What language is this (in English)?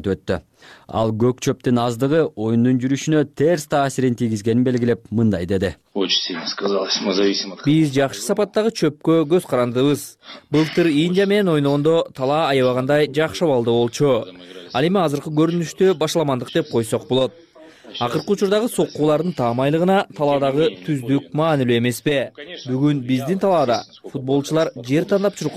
Kyrgyz